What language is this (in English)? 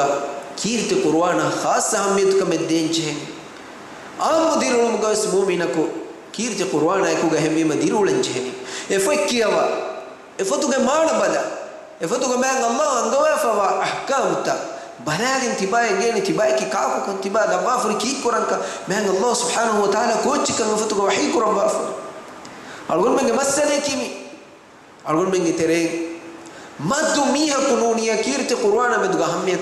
Divehi